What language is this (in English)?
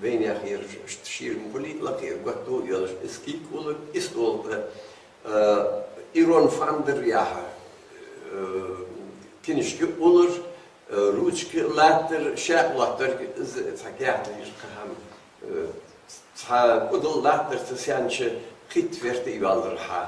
Ingush